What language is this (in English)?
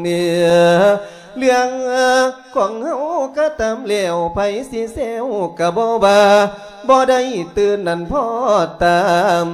Lao